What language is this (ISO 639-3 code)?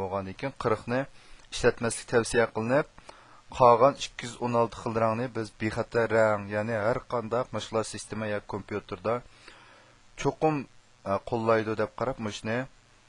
uig